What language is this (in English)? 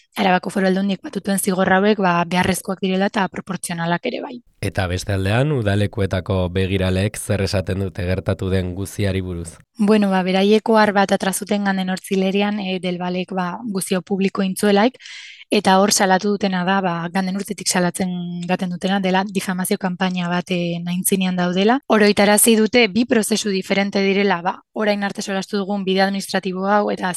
Basque